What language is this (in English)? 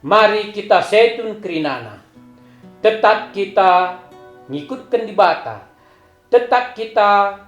Batak Karo